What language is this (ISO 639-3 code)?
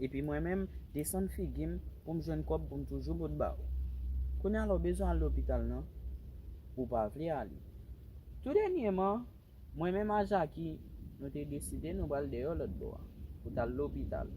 hat